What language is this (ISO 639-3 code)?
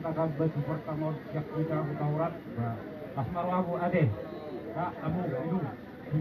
bbc